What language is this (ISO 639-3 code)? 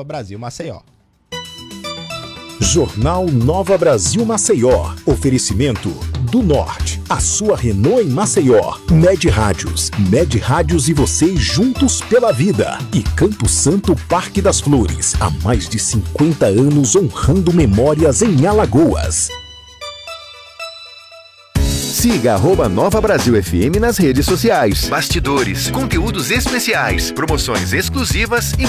por